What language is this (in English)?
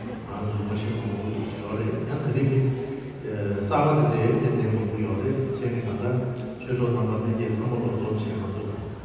Tibetan